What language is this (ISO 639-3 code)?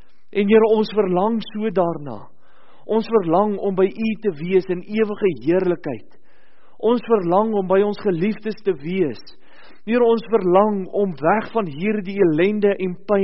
afr